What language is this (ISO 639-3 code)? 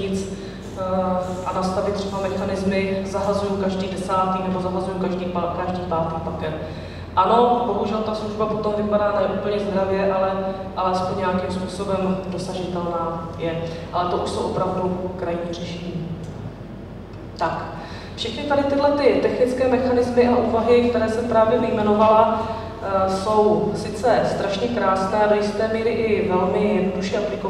ces